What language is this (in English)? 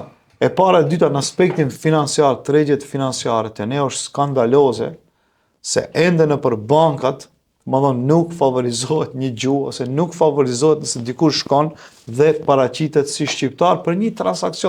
Albanian